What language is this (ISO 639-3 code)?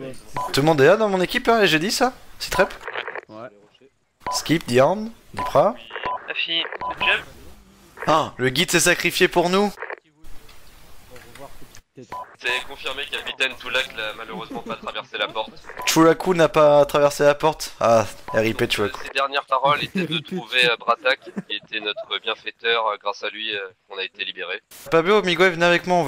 fra